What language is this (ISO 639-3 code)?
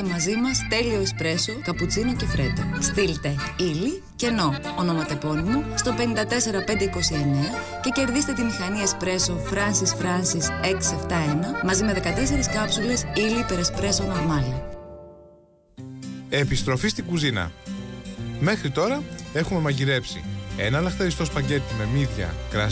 ell